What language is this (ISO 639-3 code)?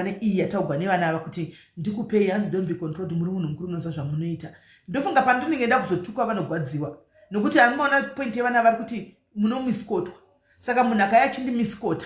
sna